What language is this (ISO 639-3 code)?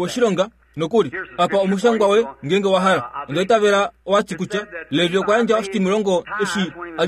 kua